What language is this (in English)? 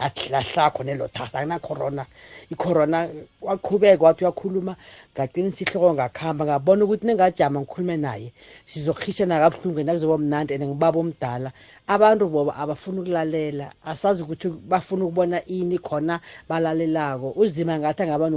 South Ndebele